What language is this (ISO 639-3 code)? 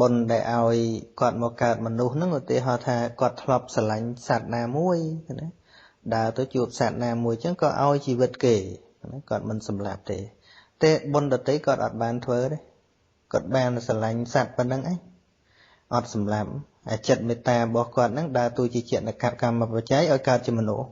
khm